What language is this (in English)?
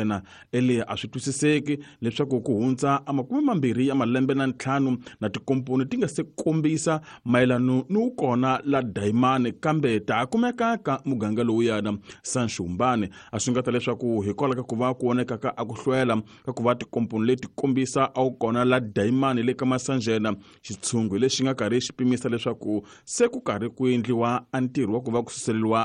Tsonga